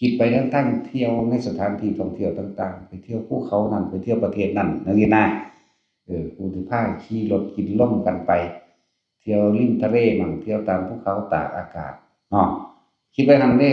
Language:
Northeastern Thai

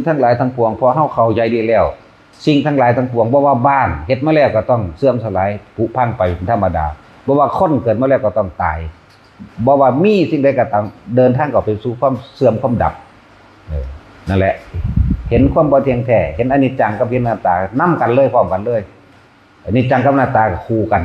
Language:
Northeastern Thai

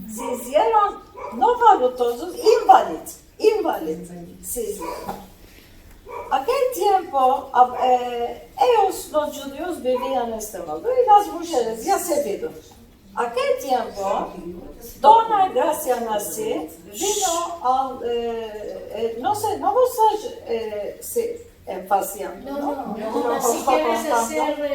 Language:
Ladino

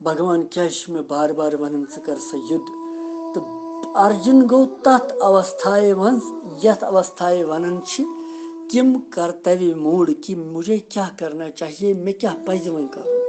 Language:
Kashmiri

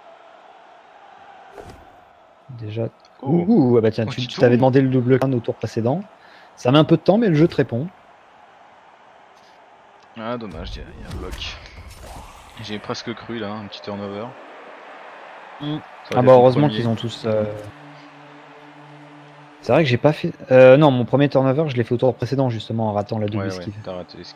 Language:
French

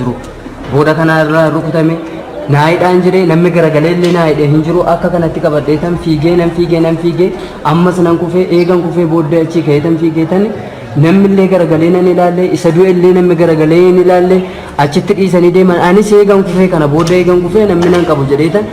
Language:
Oromo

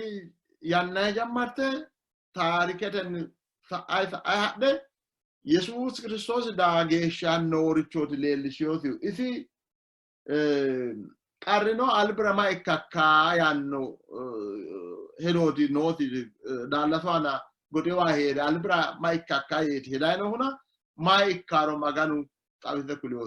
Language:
Sidamo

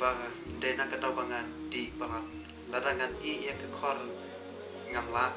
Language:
Khasi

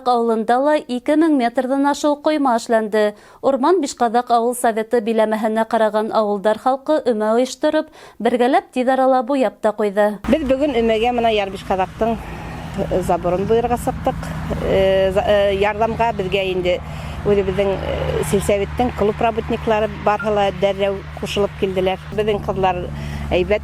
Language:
Bashkir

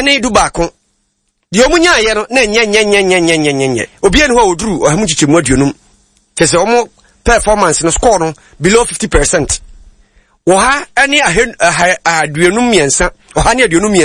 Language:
Akan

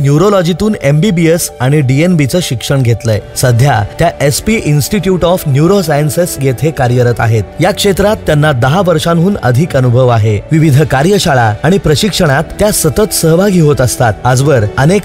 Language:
Marathi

